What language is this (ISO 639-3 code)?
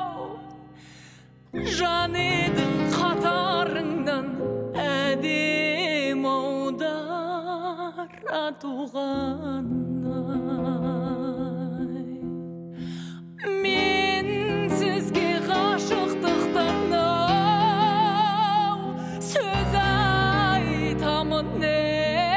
kaz